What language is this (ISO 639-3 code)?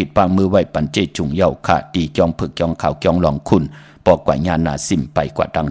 shn